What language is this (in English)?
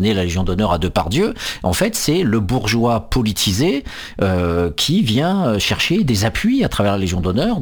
French